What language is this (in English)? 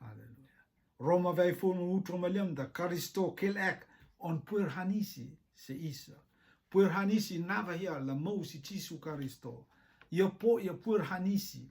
Rotuman